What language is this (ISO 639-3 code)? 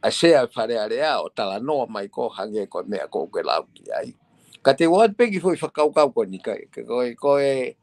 ton